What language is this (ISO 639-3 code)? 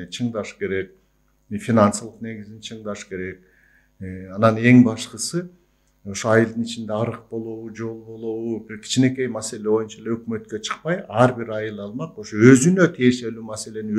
kir